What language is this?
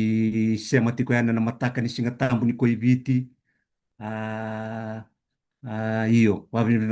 Fijian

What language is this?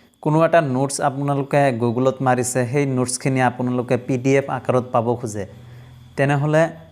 Assamese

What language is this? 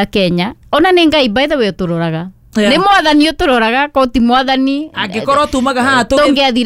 Kikuyu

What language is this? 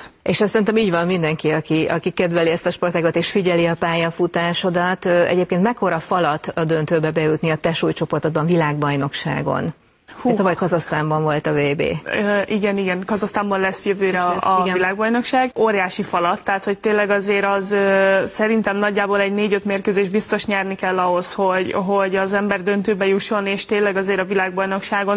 Hungarian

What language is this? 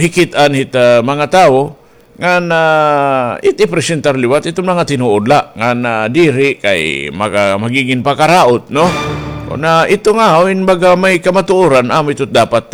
Waray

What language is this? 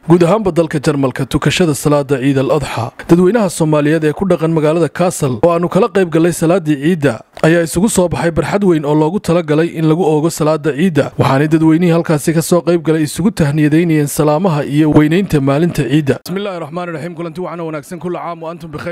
Somali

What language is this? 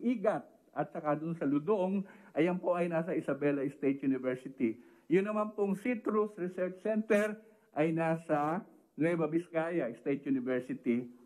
Filipino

